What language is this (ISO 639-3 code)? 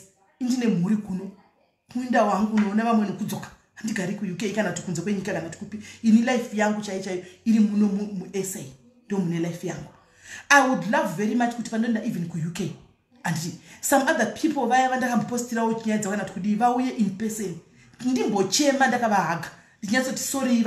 sna